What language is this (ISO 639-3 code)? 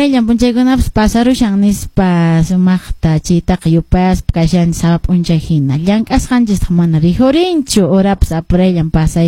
que